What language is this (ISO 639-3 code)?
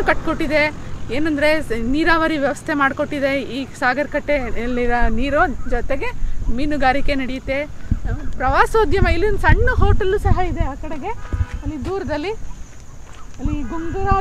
kan